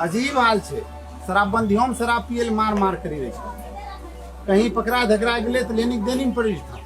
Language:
Angika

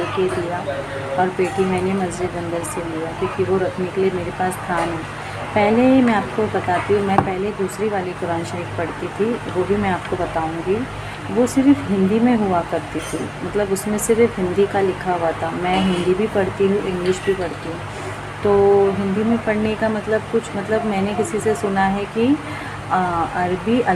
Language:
Hindi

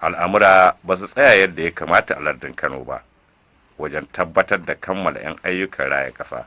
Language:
Hausa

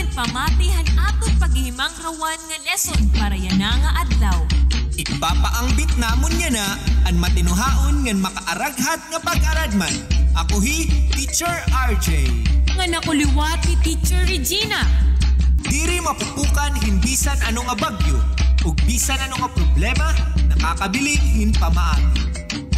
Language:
Waray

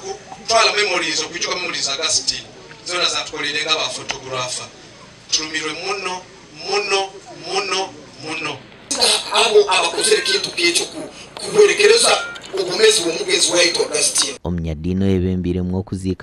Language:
Nyankole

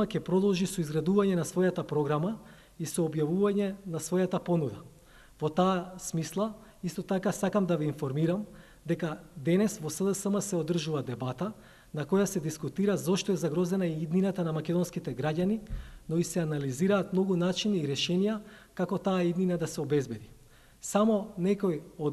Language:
Macedonian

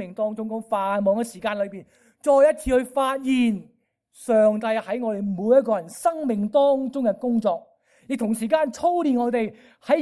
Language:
Cantonese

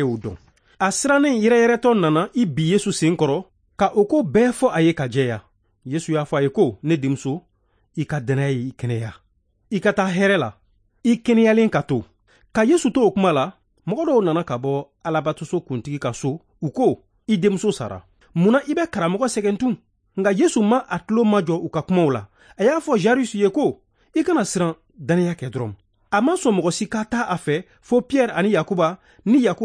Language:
Bambara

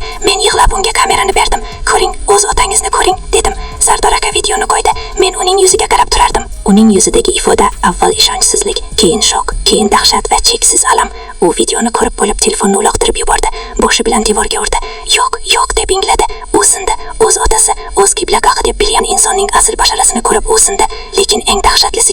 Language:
Uzbek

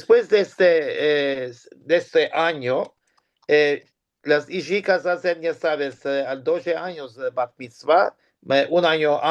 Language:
Ladino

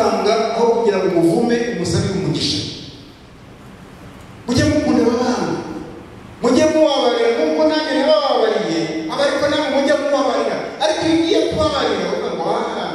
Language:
Kinyarwanda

